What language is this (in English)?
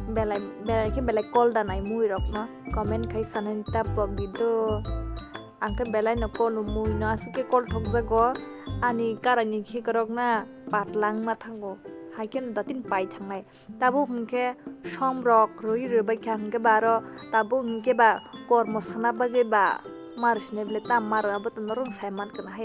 Kok Borok